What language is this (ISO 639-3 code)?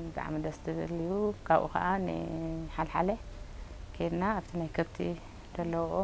tir